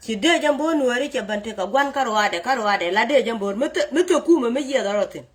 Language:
Nuer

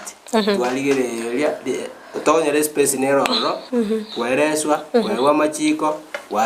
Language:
Gusii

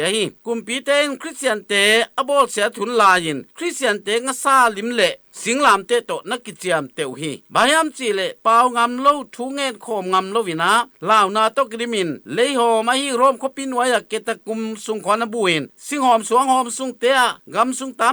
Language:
Tedim Chin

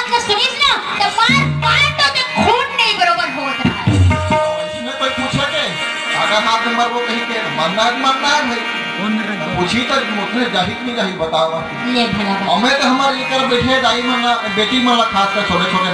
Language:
Chhattisgarhi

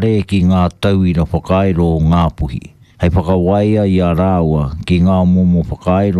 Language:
Māori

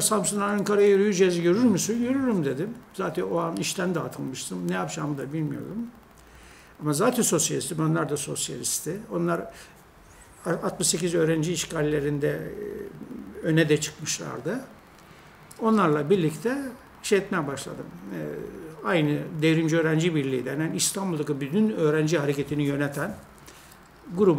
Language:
Turkish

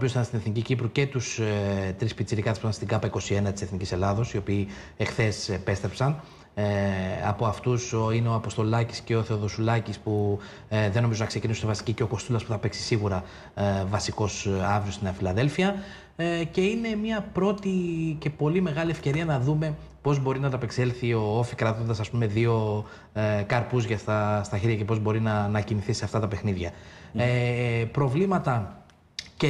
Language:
Greek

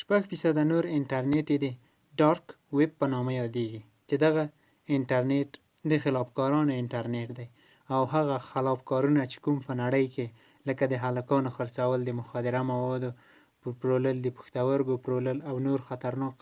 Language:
Pashto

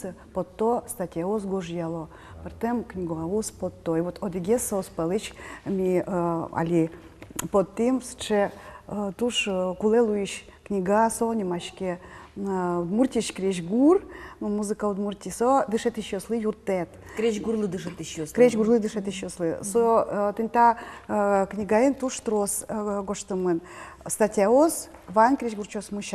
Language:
Udmurt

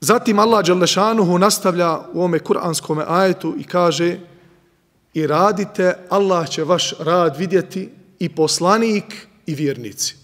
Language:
Bosnian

